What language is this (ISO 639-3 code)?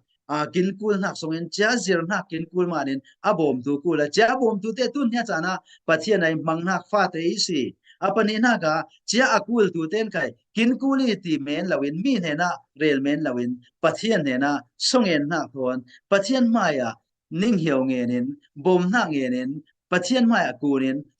cfm